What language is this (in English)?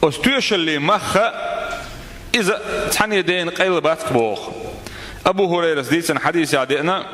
Chechen